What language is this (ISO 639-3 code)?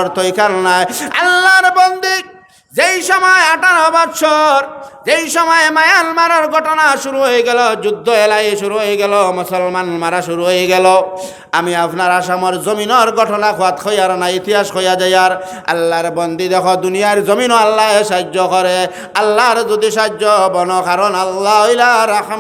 syl